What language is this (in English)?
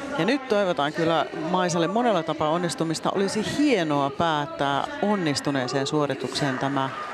Finnish